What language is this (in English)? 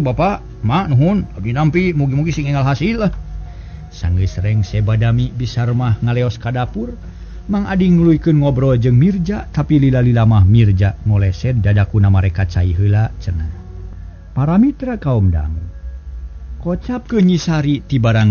Sundanese